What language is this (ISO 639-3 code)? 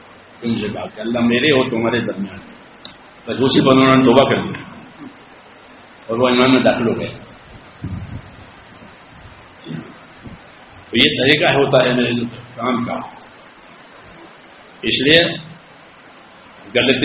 urd